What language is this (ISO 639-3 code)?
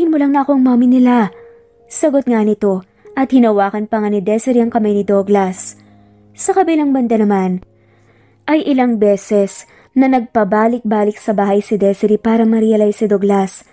fil